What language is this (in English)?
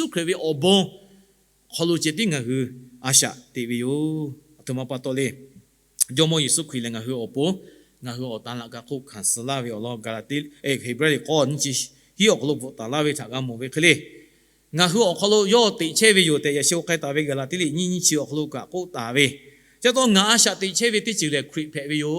Lahu